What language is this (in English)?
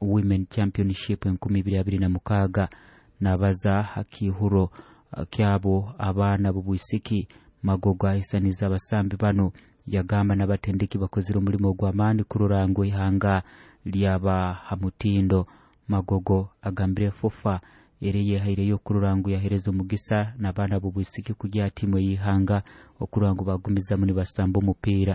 Nyoro